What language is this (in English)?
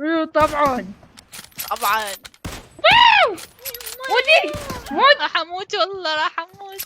Mesopotamian Arabic